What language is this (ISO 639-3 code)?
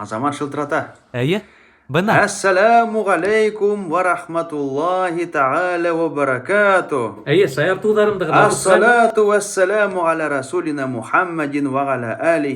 bak